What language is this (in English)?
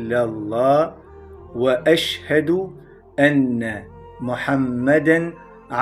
Balkan Romani